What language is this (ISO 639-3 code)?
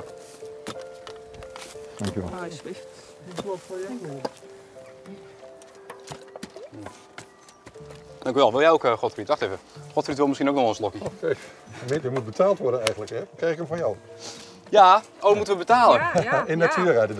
nld